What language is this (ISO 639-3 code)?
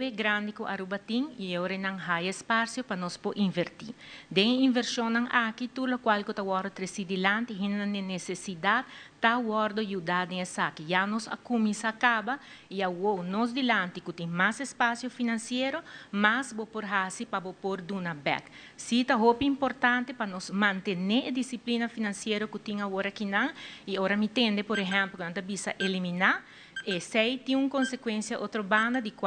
pap